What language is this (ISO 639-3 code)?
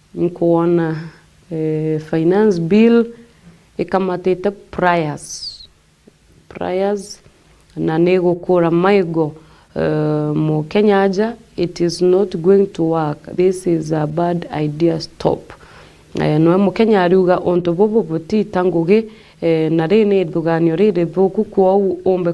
mer